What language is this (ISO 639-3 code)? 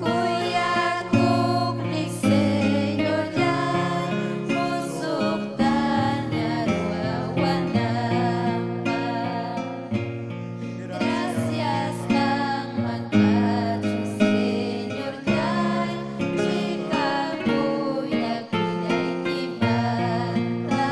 quy